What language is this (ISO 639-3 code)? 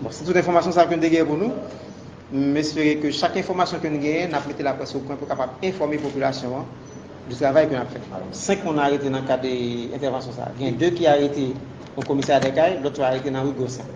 hat